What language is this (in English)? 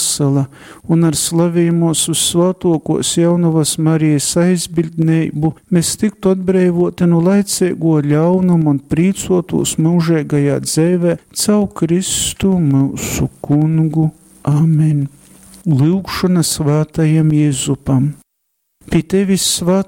Latgalian